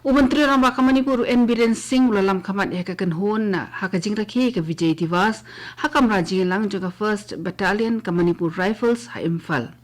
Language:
Khasi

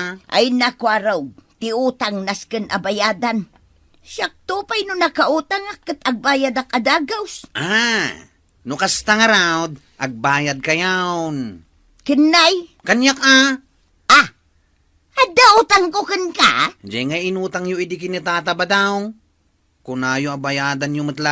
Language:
Iloko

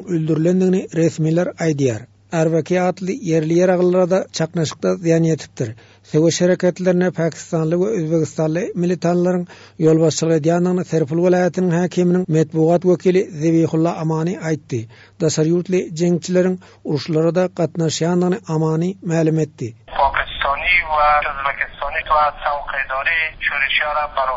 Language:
Turkmen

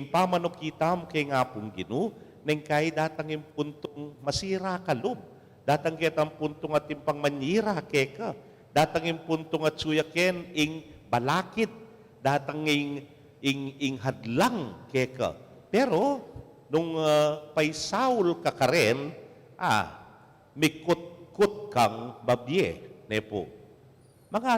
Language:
Pampanga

